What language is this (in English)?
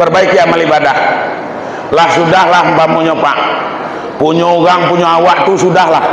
Minangkabau